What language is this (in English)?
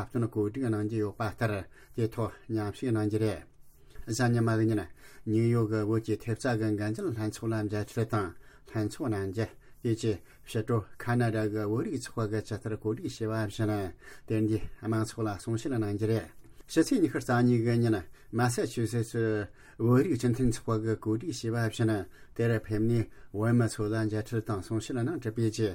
Tibetan